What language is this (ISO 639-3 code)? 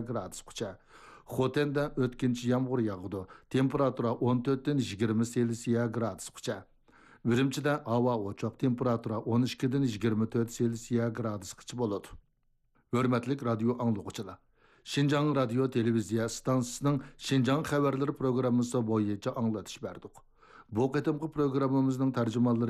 uig